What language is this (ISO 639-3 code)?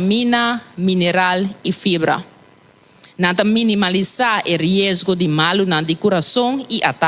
pap